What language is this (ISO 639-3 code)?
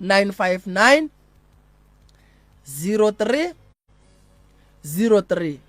nso